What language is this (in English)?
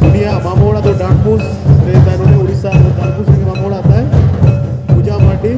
Santali